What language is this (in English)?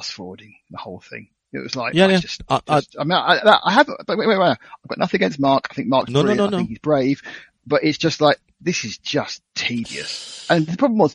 English